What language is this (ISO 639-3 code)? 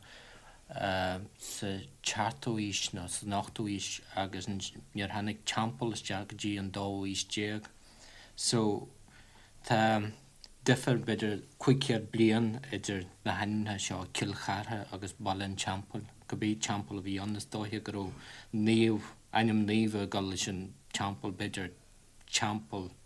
gle